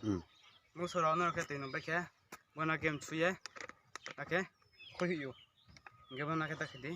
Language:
Riang (India)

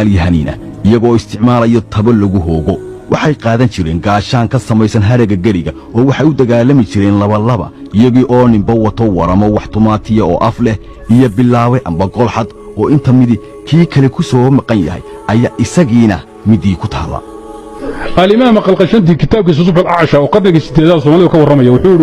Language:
Somali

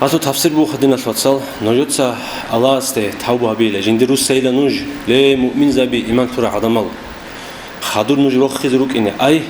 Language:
Avaric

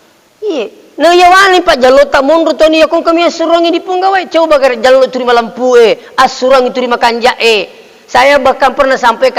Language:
Buginese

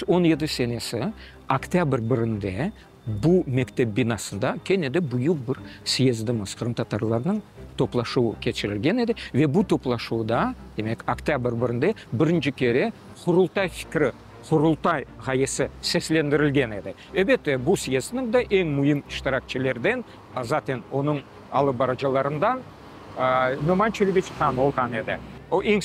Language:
Crimean Tatar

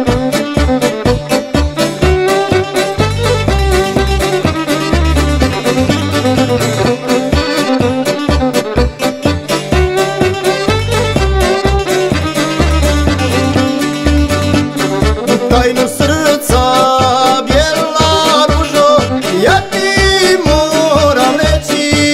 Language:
Croatian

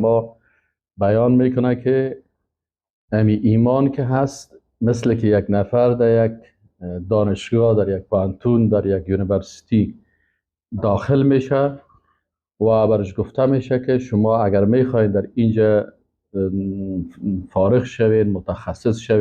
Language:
Persian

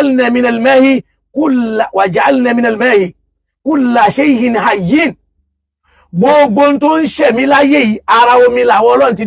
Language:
Yoruba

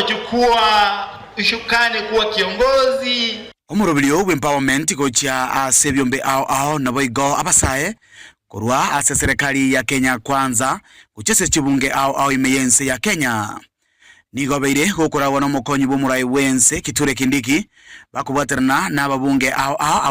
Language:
Gusii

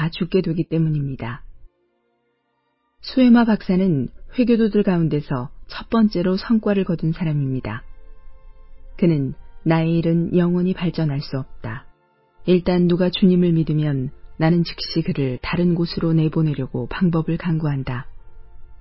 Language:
Korean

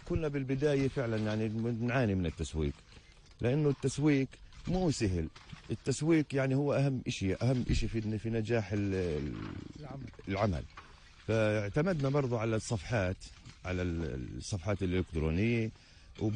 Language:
North Levantine Arabic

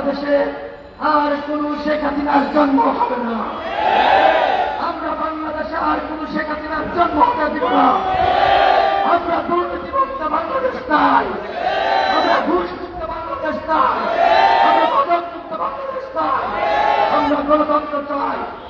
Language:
Bangla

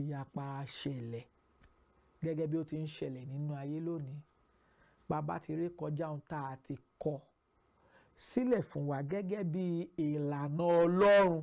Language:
Yoruba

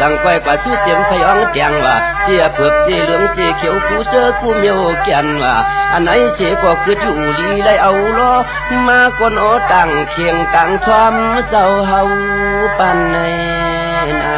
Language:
Shan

